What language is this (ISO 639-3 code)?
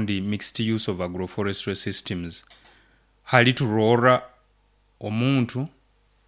nyo